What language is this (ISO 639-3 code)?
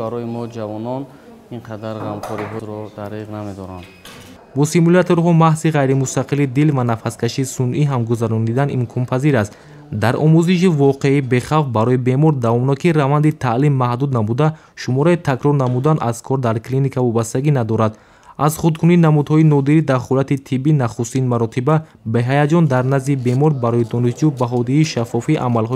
tgk